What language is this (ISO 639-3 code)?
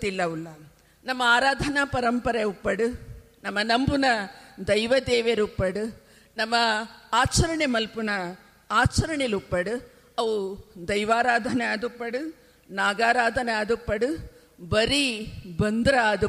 tcy